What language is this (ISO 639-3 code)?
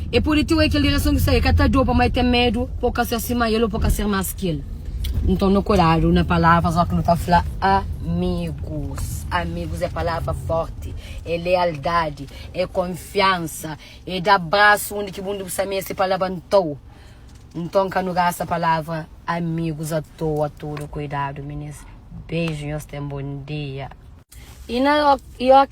kea